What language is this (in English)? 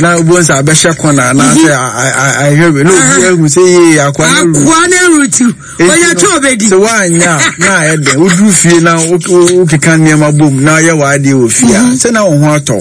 Akan